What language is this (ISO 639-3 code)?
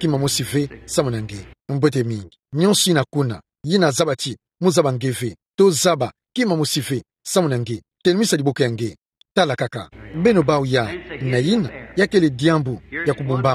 ktu